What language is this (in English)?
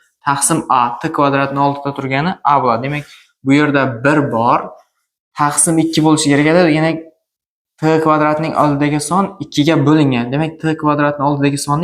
Uzbek